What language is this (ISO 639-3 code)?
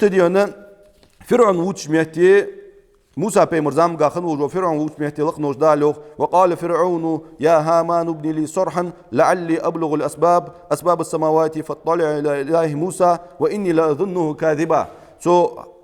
inh